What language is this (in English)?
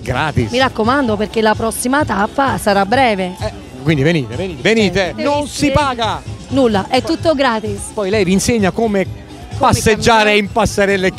Italian